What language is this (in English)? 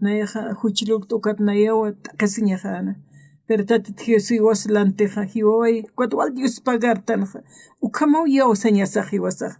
Aymara